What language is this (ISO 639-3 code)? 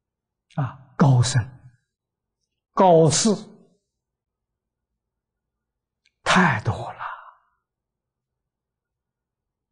zho